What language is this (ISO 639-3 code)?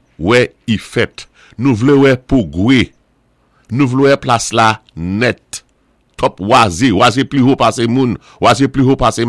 acf